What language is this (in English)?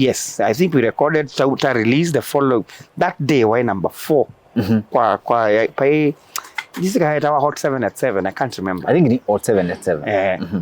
Kamba